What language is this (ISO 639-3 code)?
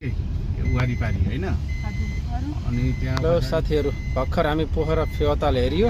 nep